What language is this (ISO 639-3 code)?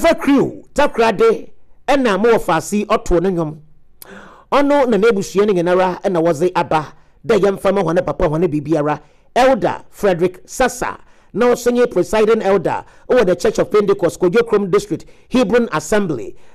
aka